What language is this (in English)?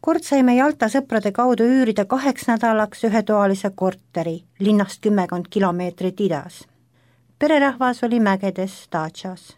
Estonian